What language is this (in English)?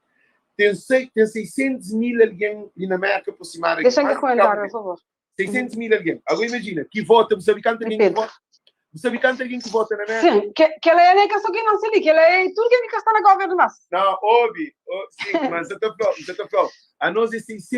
Kabuverdianu